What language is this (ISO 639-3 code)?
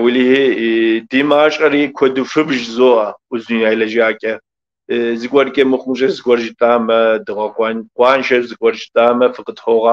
kbd